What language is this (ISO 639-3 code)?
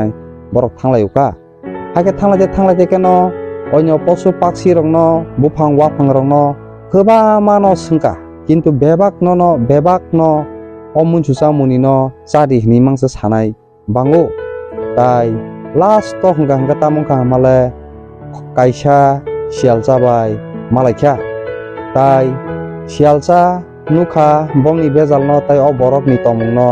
trp